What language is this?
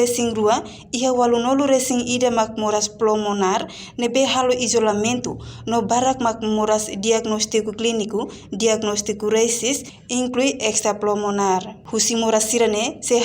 Tetum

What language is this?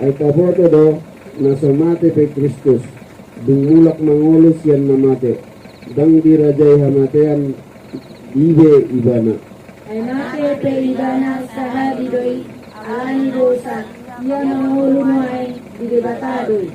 Batak Toba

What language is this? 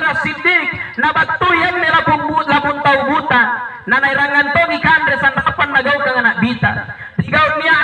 Makasar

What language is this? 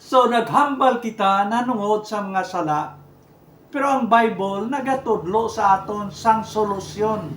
Hiligaynon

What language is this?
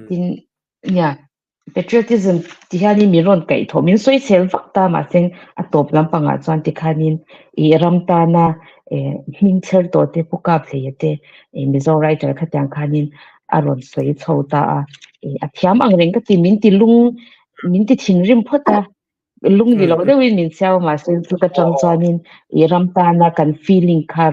Mizo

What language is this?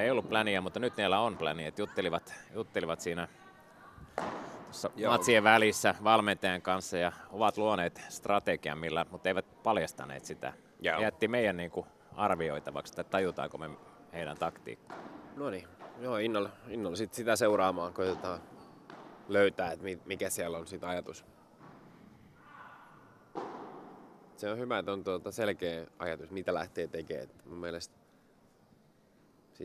Finnish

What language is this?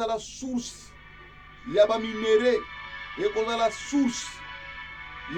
Lingala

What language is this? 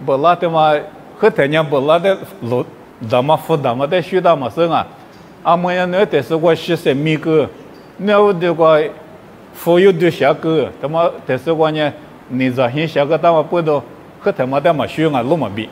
Lisu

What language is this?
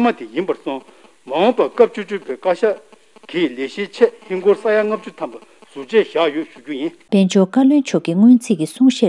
Tibetan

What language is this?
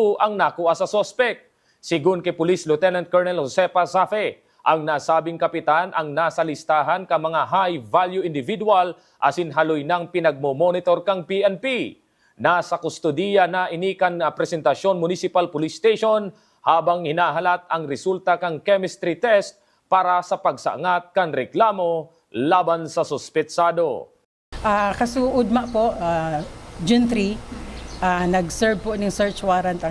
Bikol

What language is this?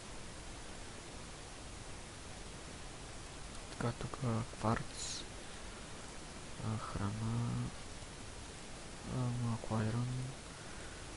Bulgarian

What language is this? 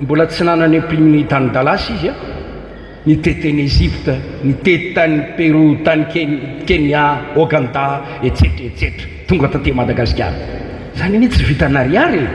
Malagasy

